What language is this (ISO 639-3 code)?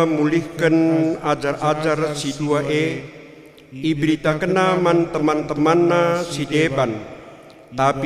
btx